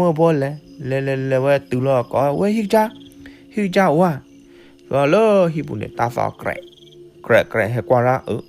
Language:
S'gaw Karen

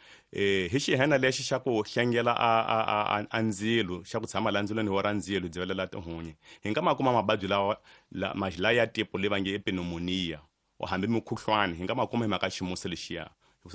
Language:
Tsonga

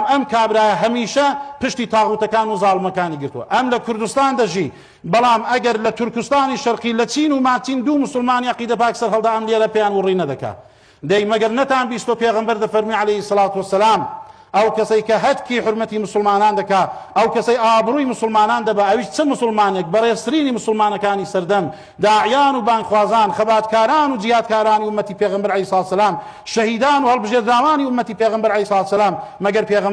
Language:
Central Kurdish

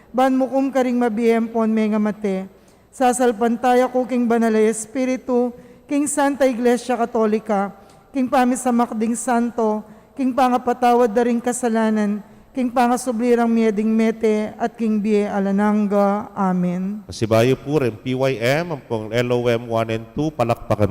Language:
Pampanga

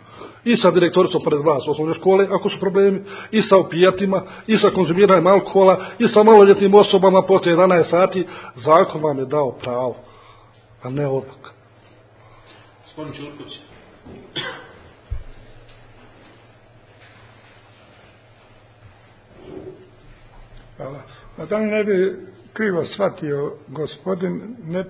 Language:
Bosnian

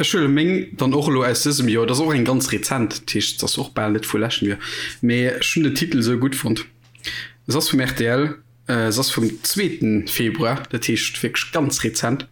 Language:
Luxembourgish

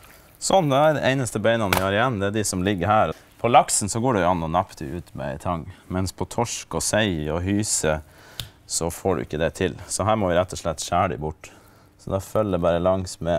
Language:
Norwegian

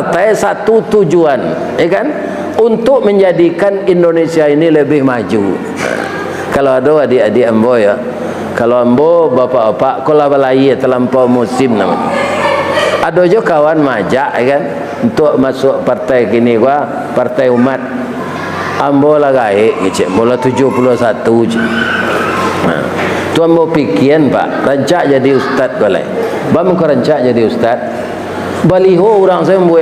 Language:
Minangkabau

